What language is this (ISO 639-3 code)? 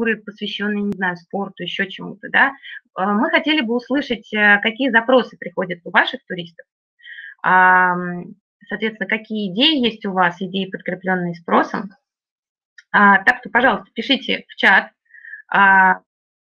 rus